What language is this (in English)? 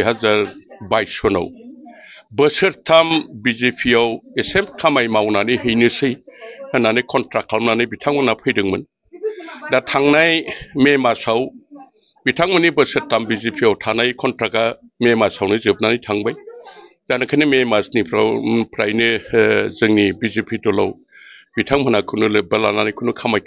Bodo